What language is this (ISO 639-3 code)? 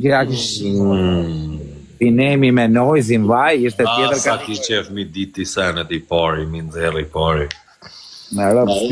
sqi